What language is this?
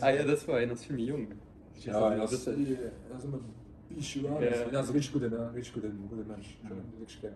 Luxembourgish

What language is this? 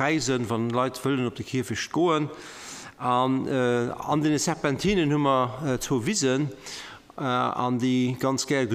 Luxembourgish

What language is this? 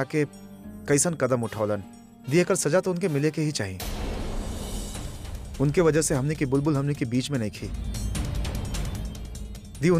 Bhojpuri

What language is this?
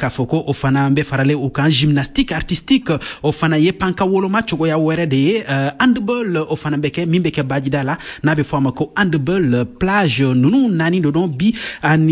Bambara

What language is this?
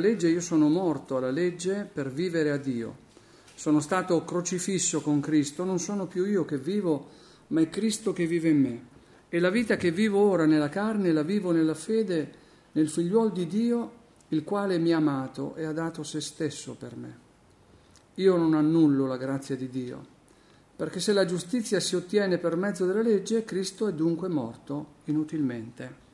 Italian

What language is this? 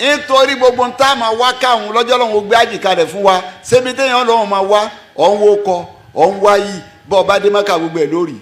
Yoruba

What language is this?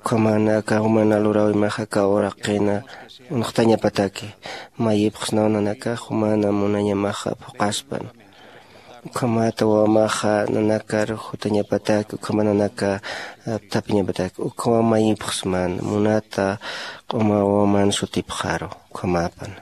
Aymara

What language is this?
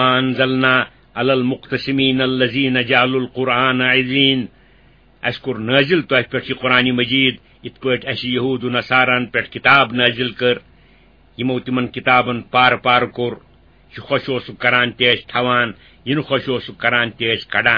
Kashmiri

